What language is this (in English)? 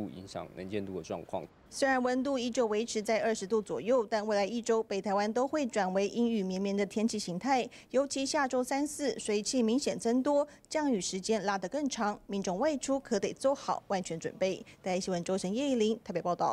Chinese